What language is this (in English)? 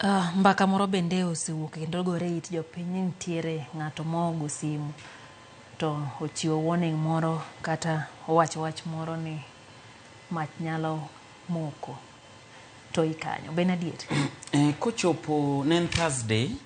Luo (Kenya and Tanzania)